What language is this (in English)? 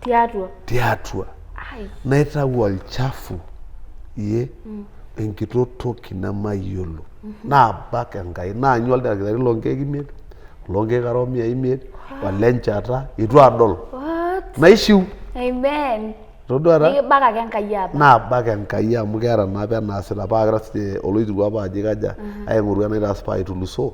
Masai